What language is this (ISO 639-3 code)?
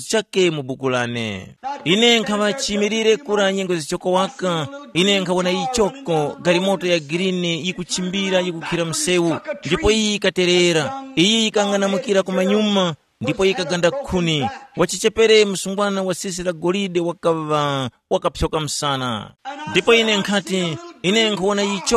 tum